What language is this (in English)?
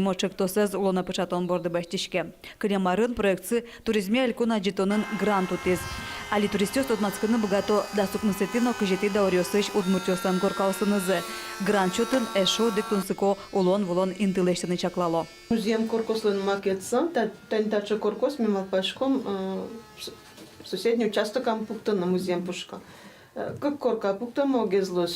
Udmurt